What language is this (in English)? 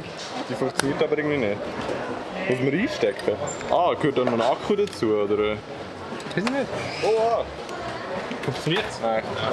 Swiss German